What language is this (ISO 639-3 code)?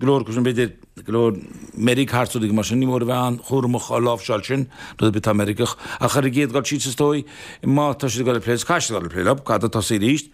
gle